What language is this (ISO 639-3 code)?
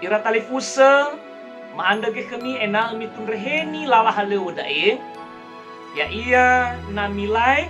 nia